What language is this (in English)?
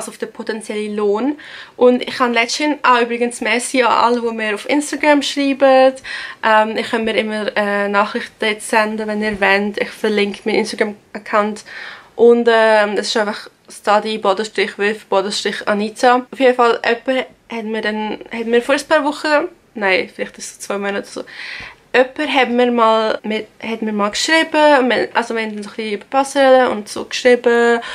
Swiss German